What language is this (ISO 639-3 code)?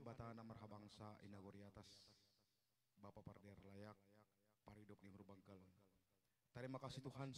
bts